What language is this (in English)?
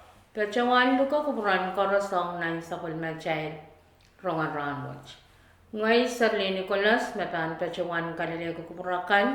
Pohnpeian